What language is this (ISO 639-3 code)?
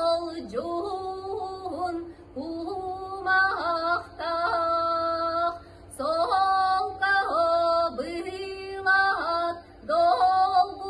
sah